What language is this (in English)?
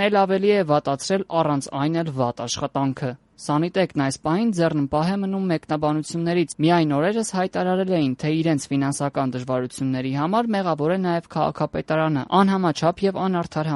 Armenian